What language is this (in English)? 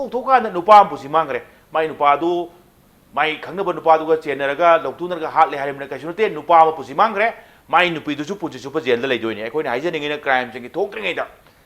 Manipuri